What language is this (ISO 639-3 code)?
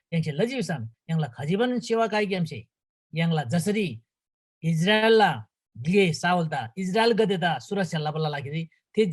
taj